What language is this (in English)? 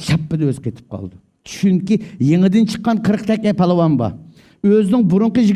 Uyghur